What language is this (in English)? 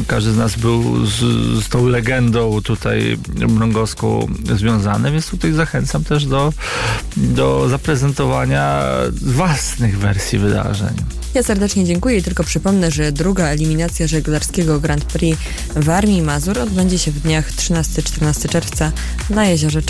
Polish